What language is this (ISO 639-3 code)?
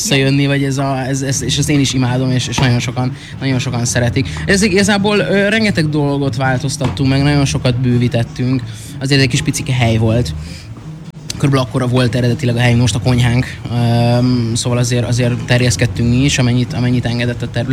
hun